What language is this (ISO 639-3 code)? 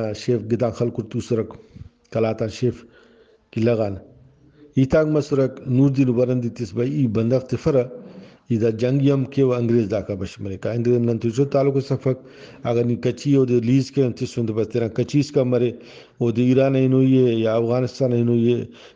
brh